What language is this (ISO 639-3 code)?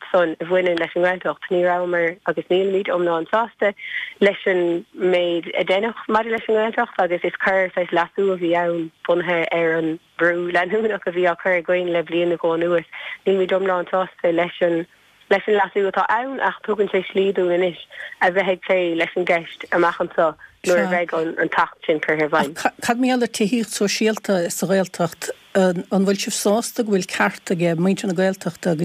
gle